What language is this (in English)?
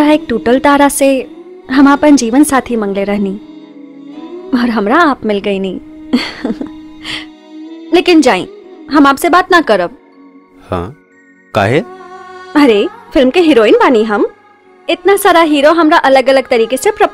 Bhojpuri